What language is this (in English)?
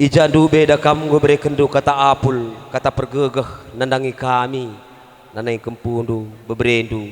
Batak Karo